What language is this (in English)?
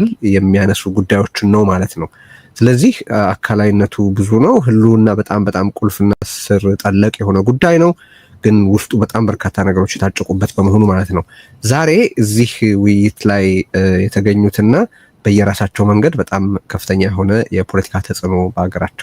Amharic